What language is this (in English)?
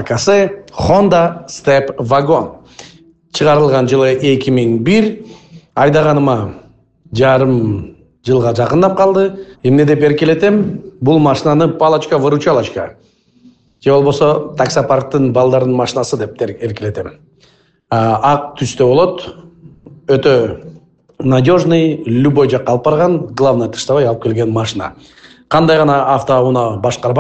Kyrgyz